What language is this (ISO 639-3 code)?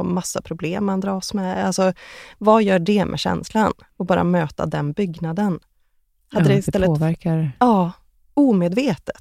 swe